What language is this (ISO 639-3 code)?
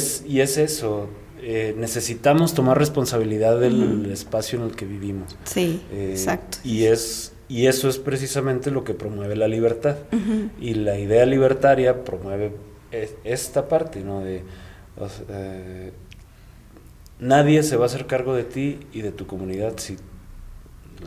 spa